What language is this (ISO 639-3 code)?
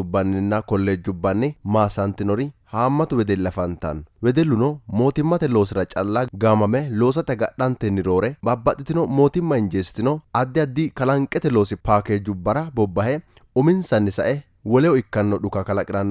sid